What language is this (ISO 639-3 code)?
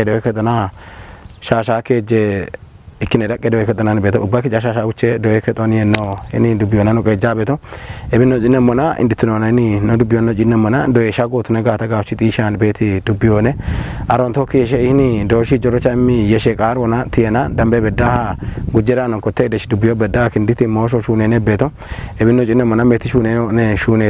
kbr